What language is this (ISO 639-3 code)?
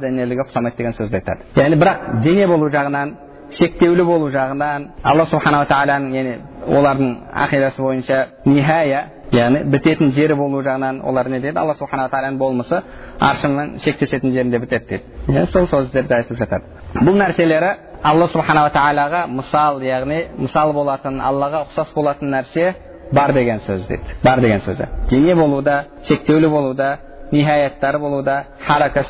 kaz